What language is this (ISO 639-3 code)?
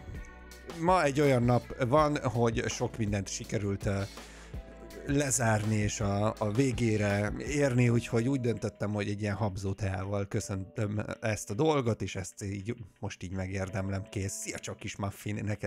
hun